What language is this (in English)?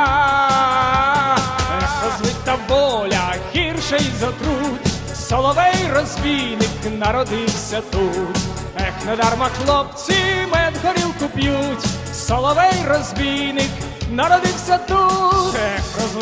Ukrainian